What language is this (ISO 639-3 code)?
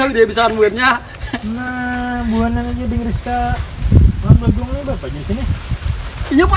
bjn